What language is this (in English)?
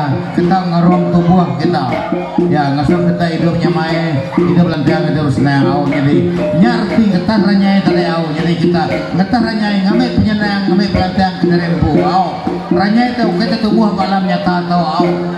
Iban